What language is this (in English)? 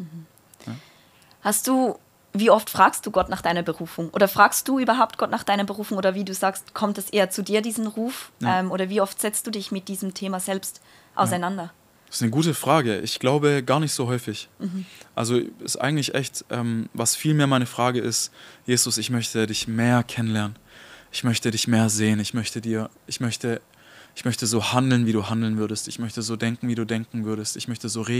Swiss German